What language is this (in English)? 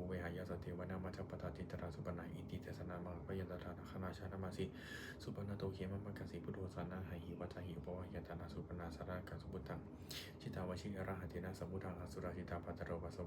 Pali